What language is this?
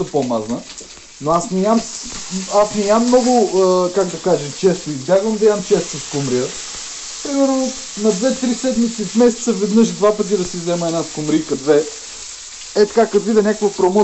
Bulgarian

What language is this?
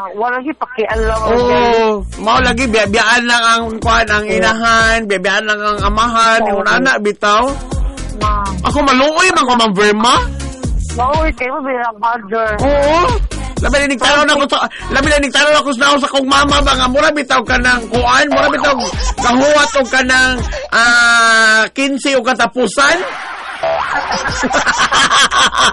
Cebuano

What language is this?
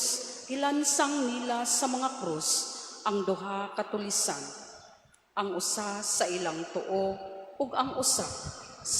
Cebuano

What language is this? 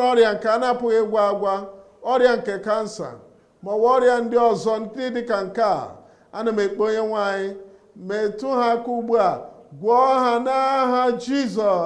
Igbo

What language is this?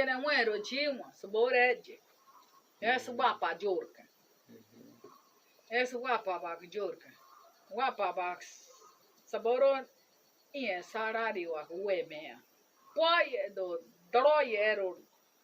Bribri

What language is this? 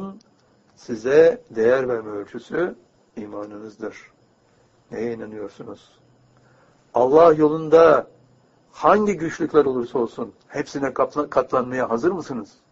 Turkish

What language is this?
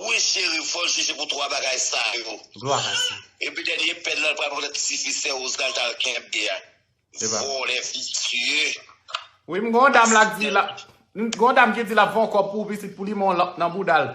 Haitian Creole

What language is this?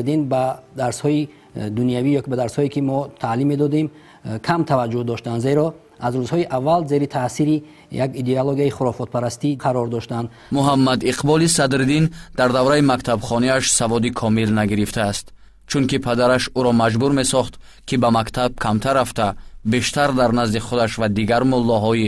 Tajik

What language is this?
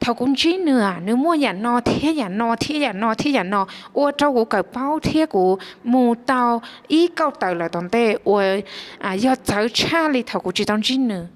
Hmong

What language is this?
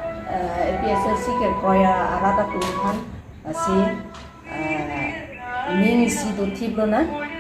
Karbi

